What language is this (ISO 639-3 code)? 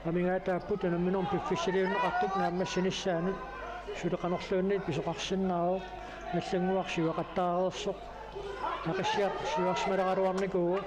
kal